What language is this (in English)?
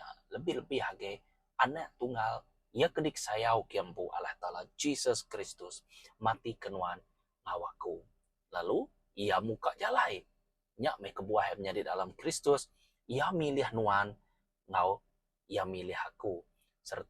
Iban